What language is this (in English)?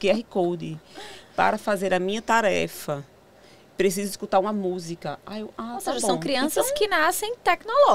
Portuguese